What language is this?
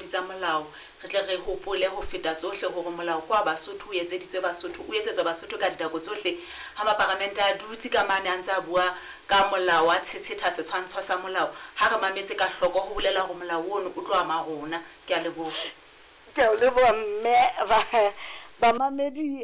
Southern Sotho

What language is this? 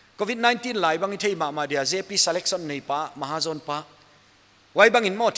Paite Chin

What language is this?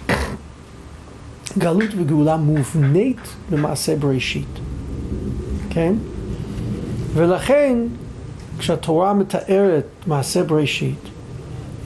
Hebrew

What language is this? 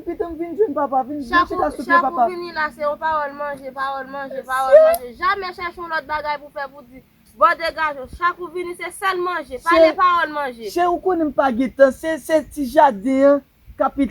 Haitian Creole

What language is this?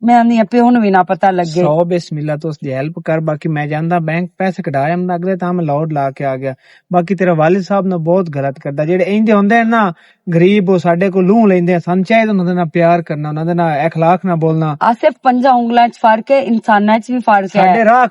Western Panjabi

